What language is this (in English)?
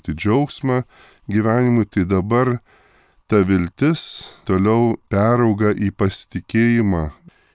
Lithuanian